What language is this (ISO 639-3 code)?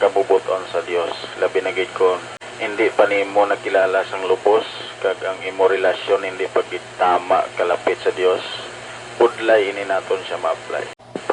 hil